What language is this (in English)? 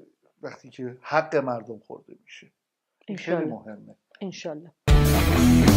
Persian